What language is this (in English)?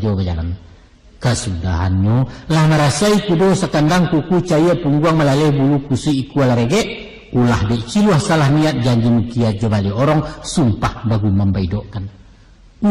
Minangkabau